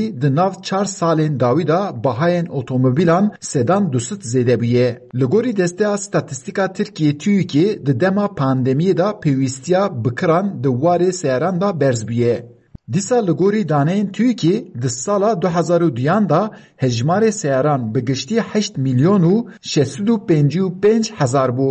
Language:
Kurdish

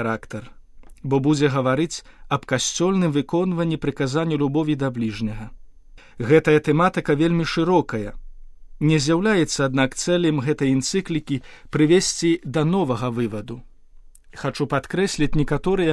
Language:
Belarusian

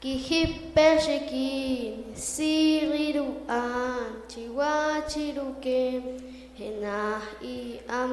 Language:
Poqomchi'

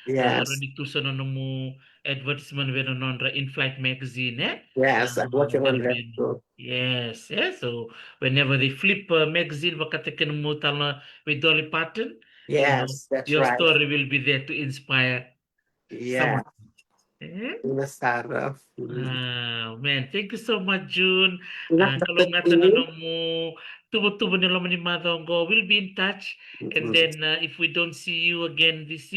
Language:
Fijian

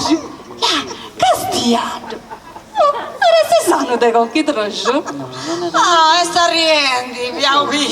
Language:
Sardinian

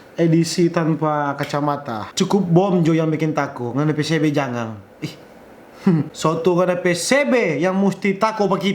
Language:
Manado Malay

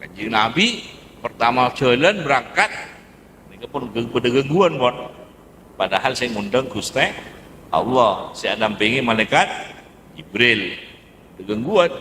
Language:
Madurese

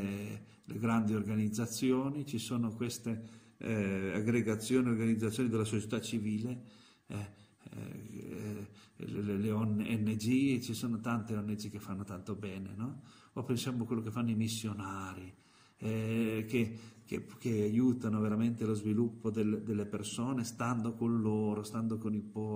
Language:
Italian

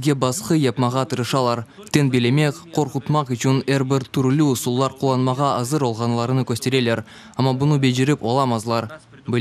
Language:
Crimean Tatar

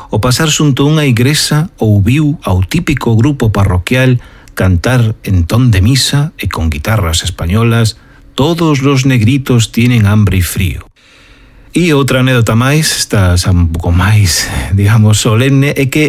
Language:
Galician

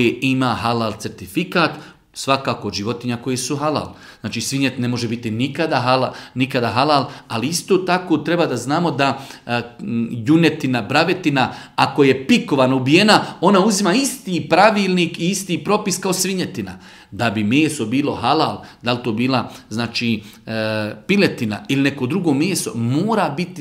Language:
Bosnian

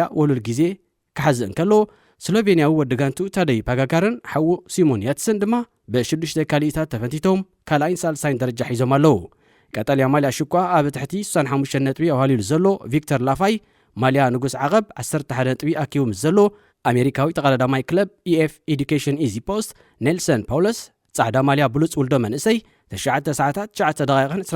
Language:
Tigrinya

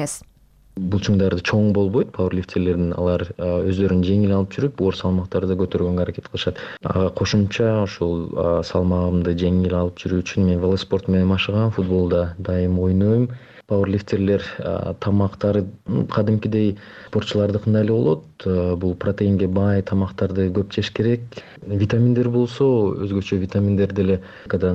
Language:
Kyrgyz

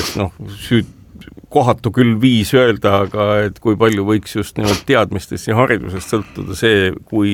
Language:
Estonian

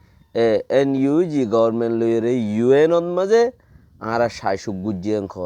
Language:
Rohingya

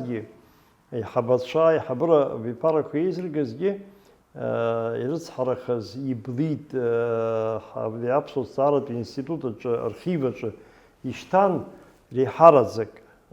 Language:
Abkhazian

